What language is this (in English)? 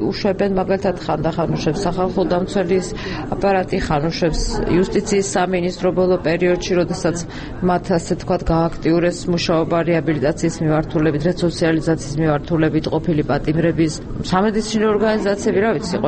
Georgian